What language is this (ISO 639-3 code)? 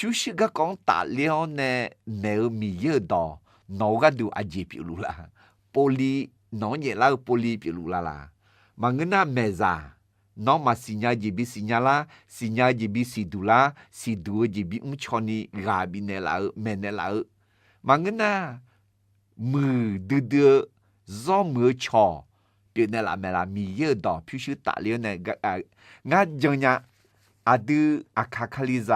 ahk